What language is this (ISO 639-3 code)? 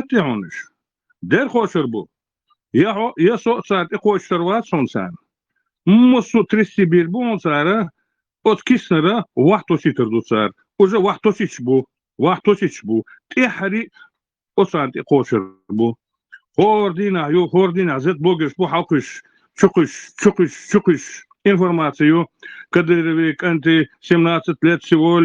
che